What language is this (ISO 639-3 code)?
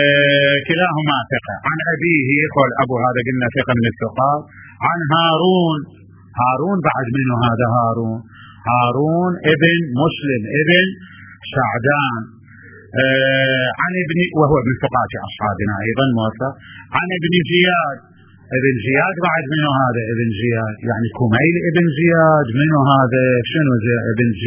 acm